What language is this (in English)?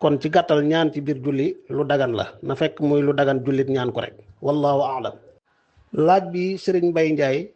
Wolof